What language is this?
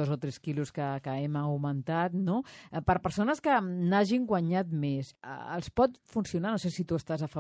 Catalan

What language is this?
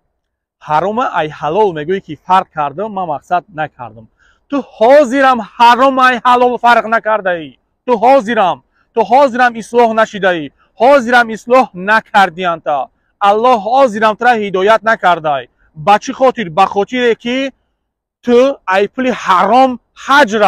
Tajik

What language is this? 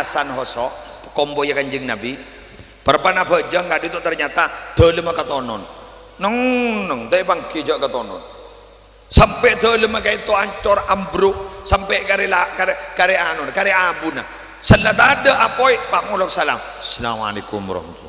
Madurese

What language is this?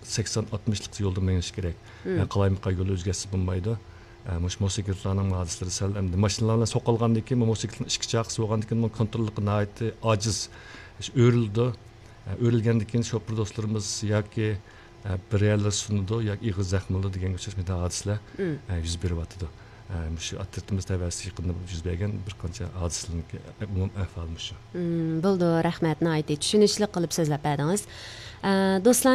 Uyghur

